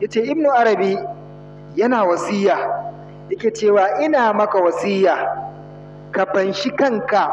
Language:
Hausa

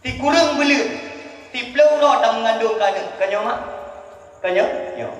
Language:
Achinese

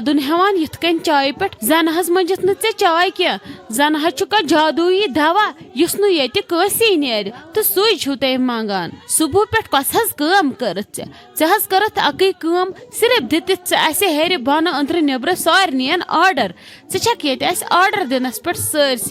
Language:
Kashmiri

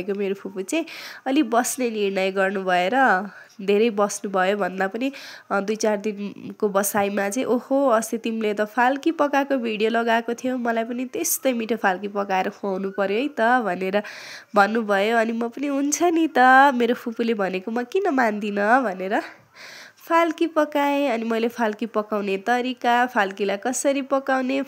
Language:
Nepali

